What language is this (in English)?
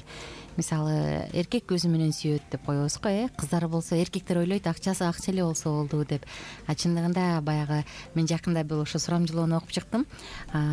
Kyrgyz